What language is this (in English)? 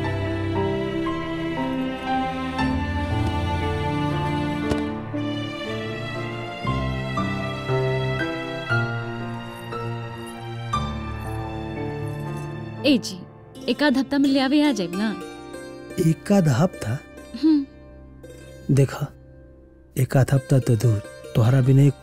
Bhojpuri